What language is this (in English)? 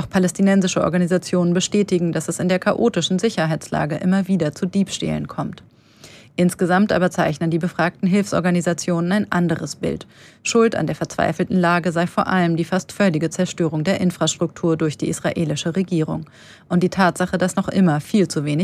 German